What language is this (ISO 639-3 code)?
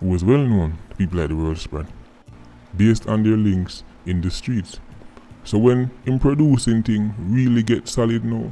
jam